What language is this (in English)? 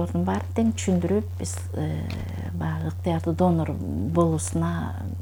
Kyrgyz